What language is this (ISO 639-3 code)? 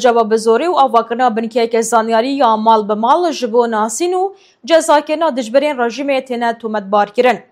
kur